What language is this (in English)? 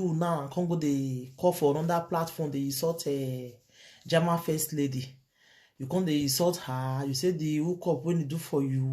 Nigerian Pidgin